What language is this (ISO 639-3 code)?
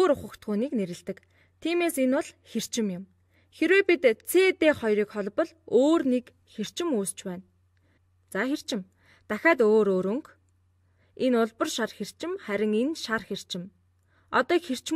mon